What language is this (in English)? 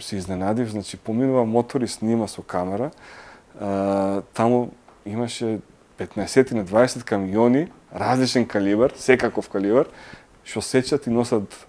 Macedonian